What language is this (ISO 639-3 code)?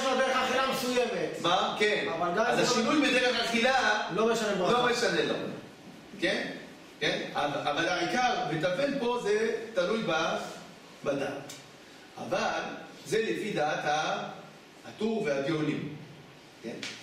heb